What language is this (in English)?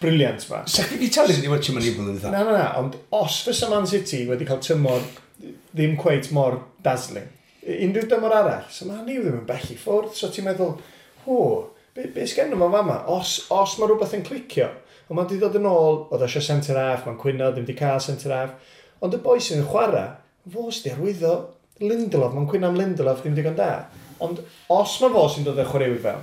Welsh